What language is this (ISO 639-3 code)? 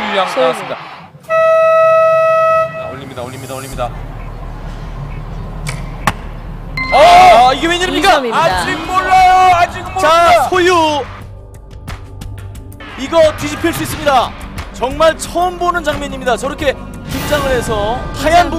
kor